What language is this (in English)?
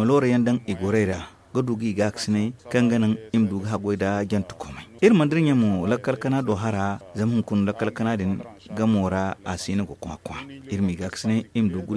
Zarma